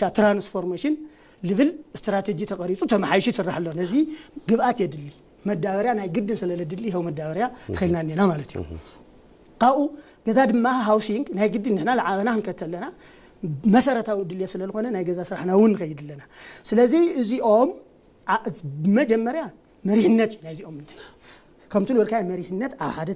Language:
Tigrinya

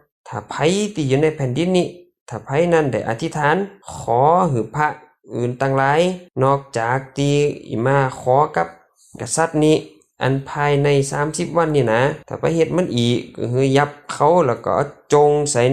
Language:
Lao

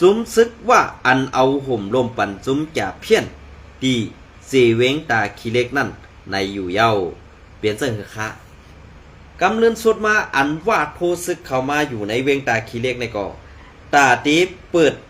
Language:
Shan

